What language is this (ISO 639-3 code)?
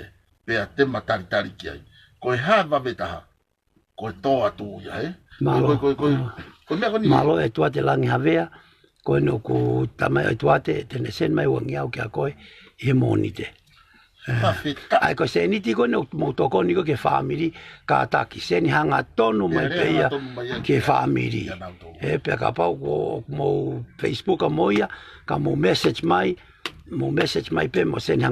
ton